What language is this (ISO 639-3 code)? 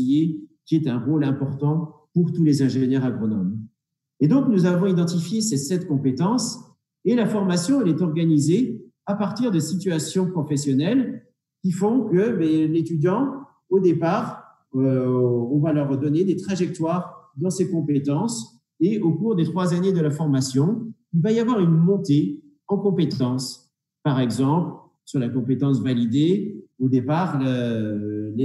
fra